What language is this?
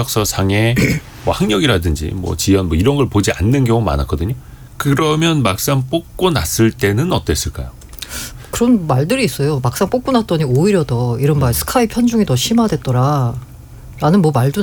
Korean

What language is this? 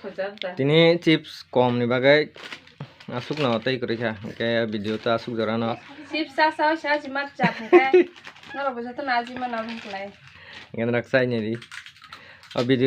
Kok Borok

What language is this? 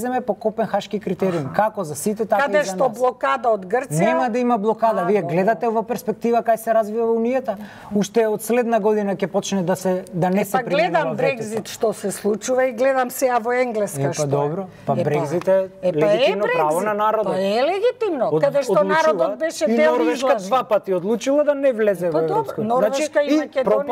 Macedonian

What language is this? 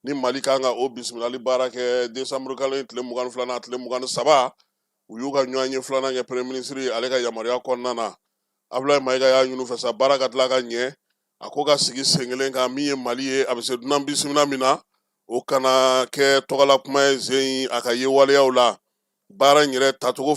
Bambara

